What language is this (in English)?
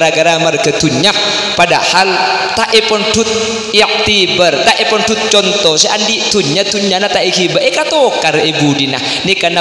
Madurese